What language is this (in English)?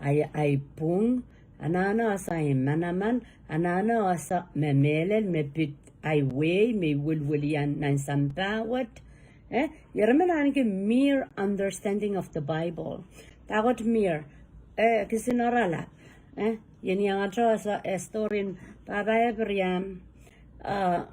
Pohnpeian